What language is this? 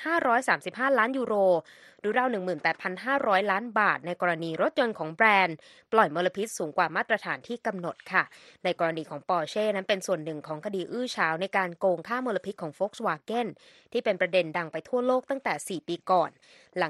Thai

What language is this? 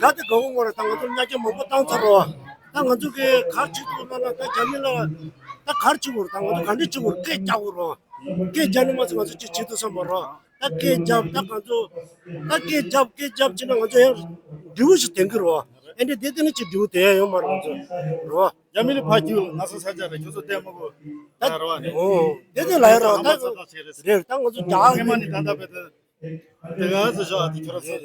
Tibetan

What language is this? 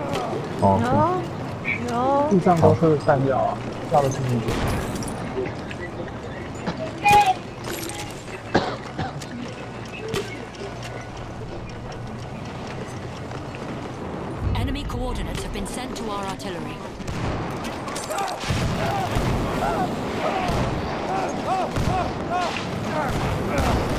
Chinese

